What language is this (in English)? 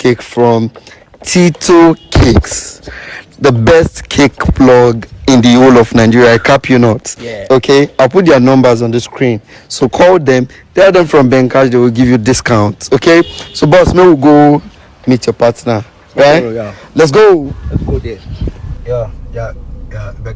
Nigerian Pidgin